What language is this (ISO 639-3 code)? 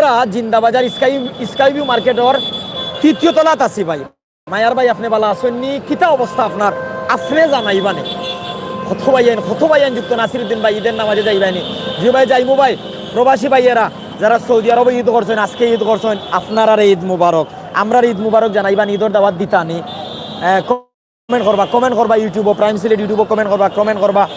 syl